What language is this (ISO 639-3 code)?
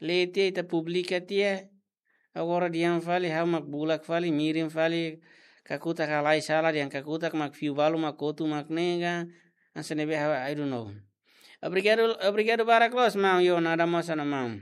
tet